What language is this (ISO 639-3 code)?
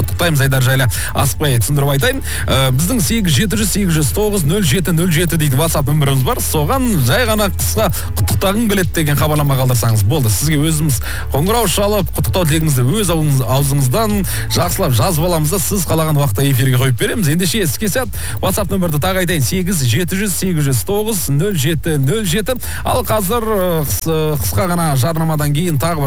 kaz